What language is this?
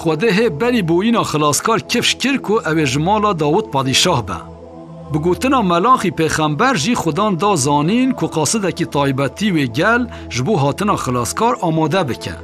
Kurdish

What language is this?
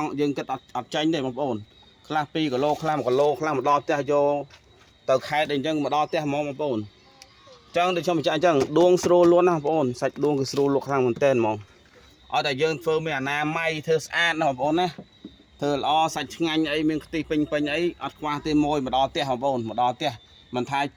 Khmer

